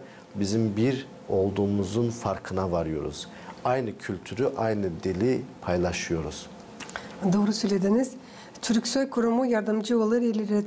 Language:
Gagauz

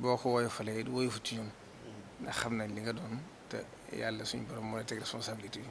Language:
Wolof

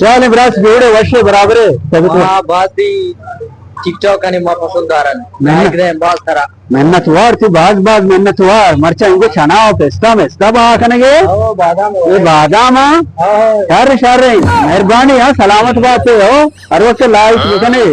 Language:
Baluchi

